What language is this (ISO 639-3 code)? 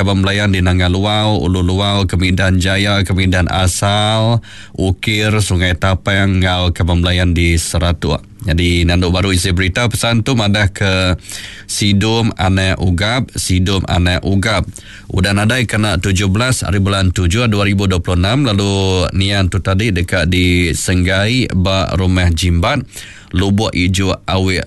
iba